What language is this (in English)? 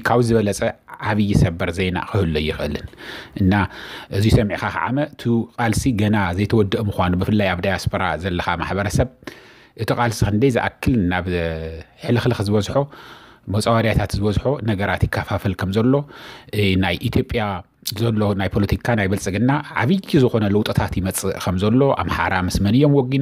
Tigrinya